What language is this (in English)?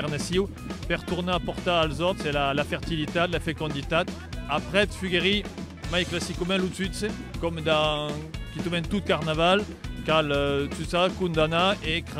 Occitan